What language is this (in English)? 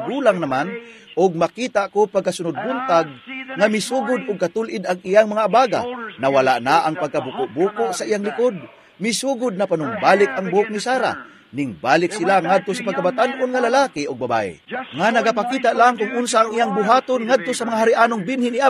Cebuano